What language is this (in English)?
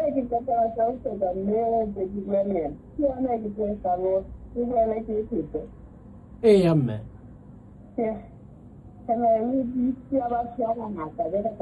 Southern Sotho